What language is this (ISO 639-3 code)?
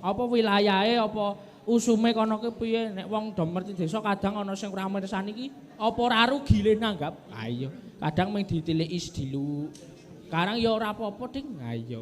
jav